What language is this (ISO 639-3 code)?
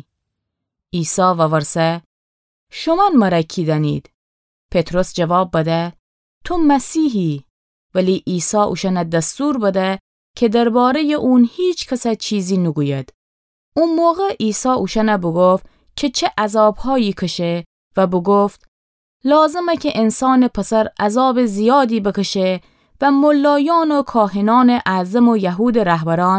glk